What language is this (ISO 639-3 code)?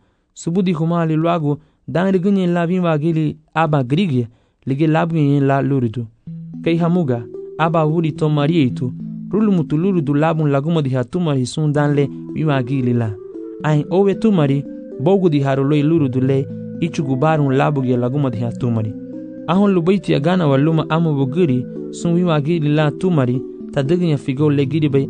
cab